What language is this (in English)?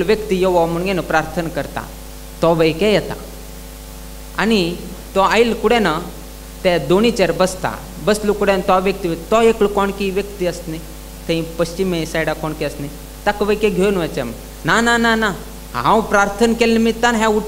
Konkani